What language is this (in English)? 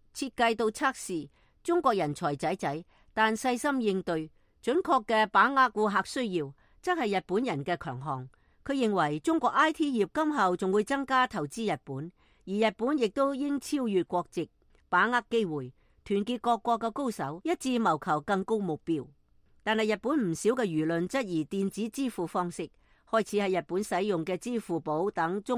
Cantonese